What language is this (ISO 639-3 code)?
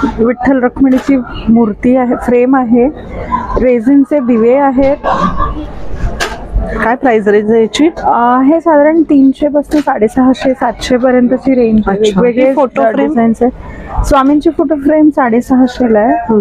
mar